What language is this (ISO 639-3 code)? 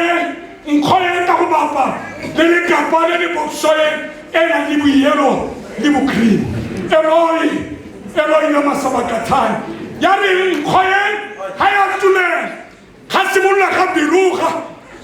tsn